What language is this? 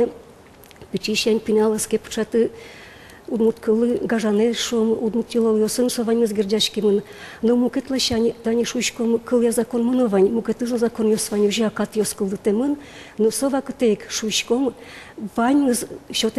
Udmurt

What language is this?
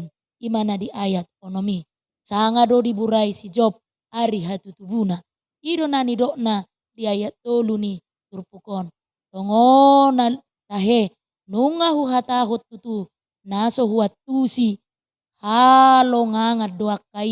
Batak Toba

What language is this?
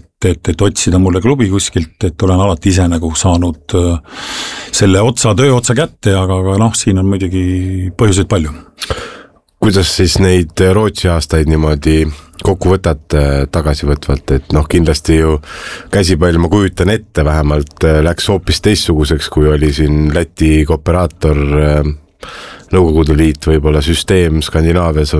Estonian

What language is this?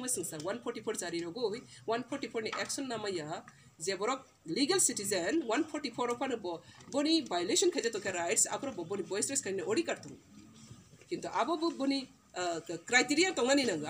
Kok Borok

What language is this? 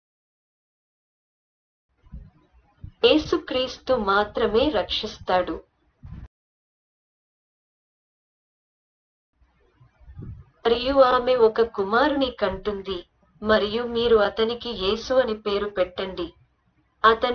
Telugu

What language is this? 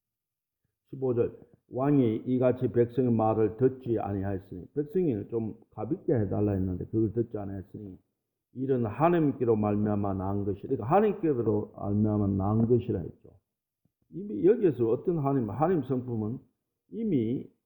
Korean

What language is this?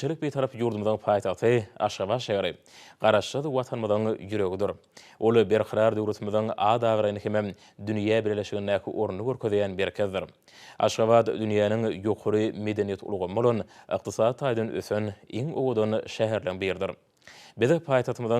Turkmen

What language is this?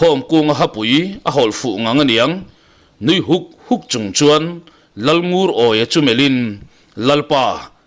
Mizo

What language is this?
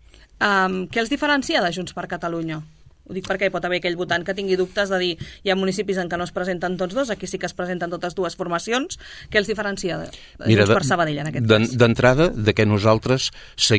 Catalan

